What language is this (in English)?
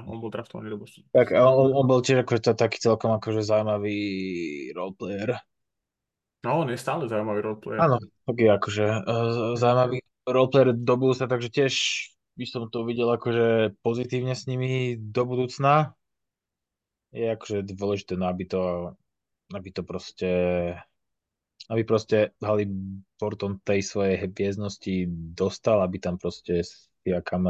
Slovak